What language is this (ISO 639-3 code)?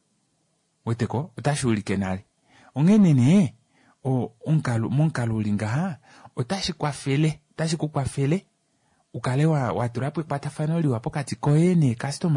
kua